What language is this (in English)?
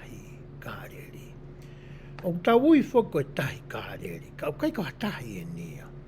Tongan